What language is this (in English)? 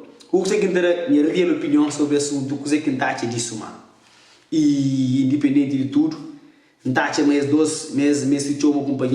Kabuverdianu